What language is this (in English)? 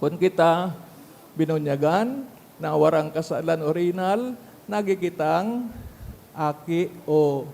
Bikol